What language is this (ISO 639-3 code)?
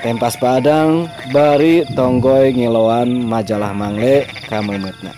sun